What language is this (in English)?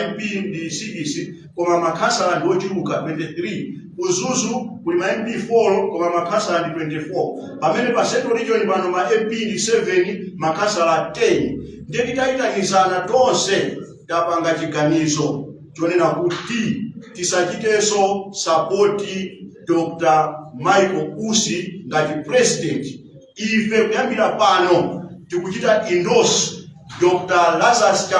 Nyanja